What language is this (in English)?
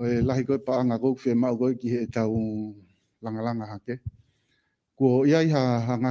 Tongan